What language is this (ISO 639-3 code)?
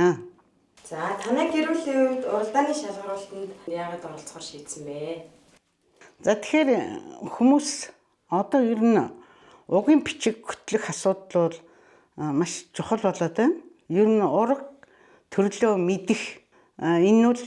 mon